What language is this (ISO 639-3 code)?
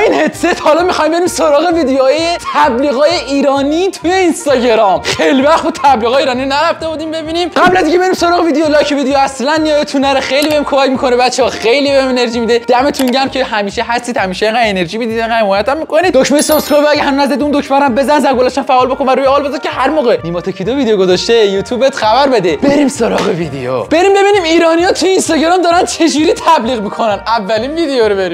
fas